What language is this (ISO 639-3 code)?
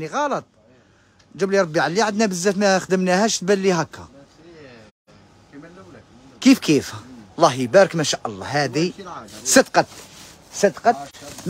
arq